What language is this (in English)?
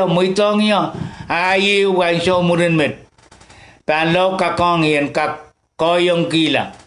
Pohnpeian